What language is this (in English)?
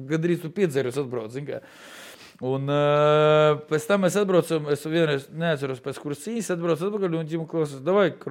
Latvian